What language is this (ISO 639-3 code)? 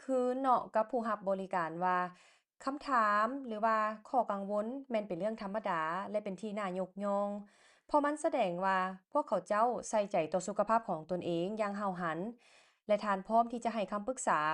lao